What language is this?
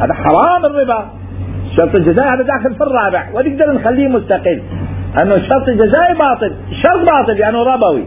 Mesopotamian Arabic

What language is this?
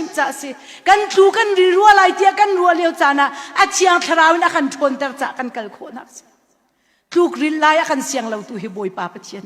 Hakha Chin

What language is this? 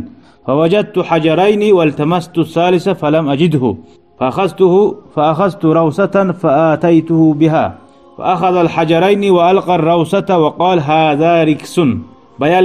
Kumyk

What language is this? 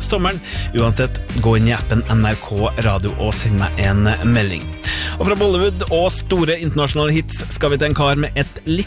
Norwegian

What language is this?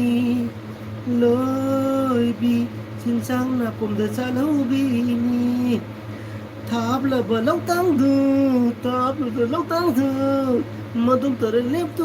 Manipuri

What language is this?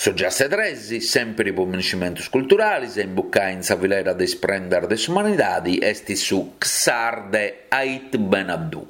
Sardinian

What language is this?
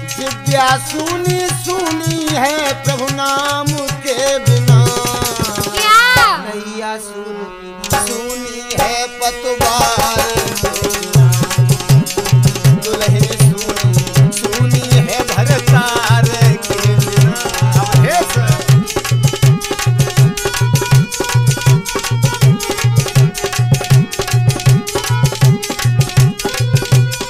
Hindi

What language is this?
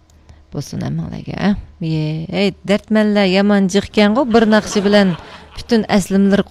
Uyghur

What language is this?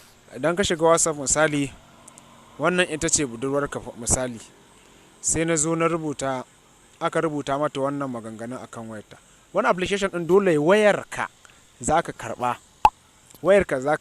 Hausa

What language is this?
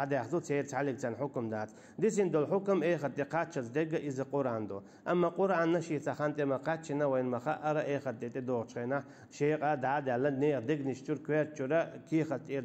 Chechen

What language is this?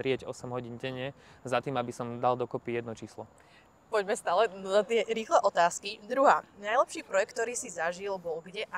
Slovak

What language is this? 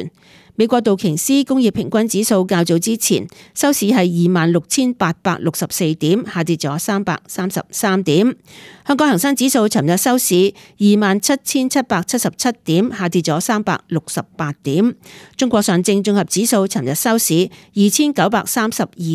Cantonese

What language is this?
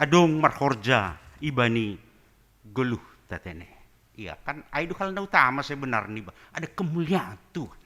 Batak Simalungun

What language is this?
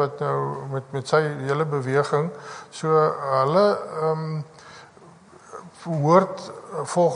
Afrikaans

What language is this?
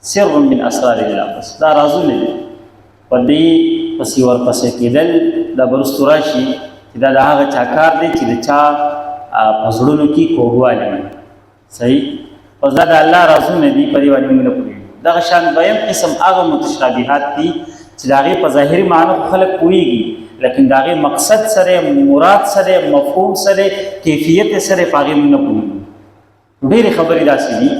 Pashto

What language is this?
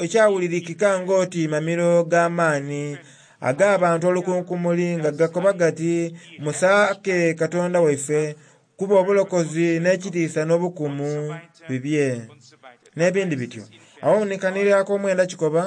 Soga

